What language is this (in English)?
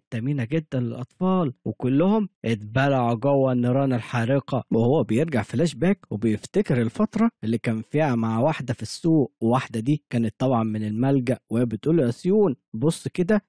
Egyptian Arabic